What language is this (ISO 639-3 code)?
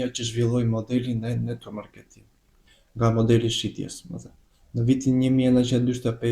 sqi